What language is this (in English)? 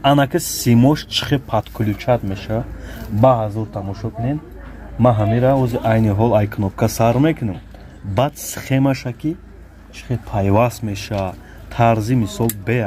Tajik